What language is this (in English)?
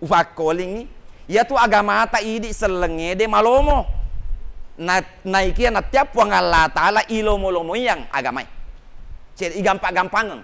Buginese